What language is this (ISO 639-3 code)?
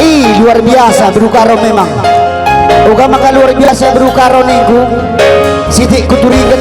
btx